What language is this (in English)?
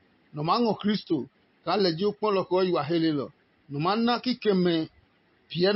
Adangme